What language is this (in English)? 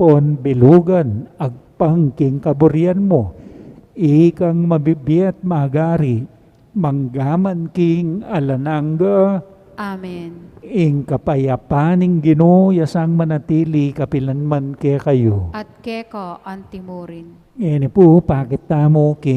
Pampanga